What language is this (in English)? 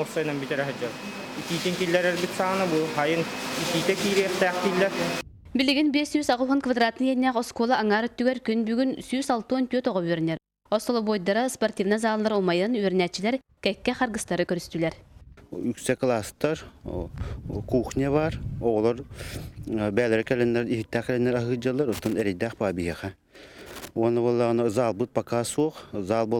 Yakut